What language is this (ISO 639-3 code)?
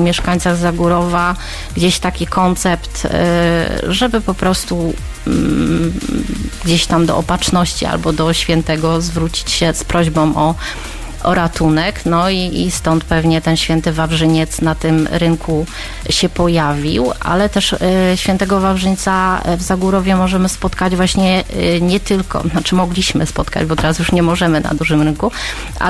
pol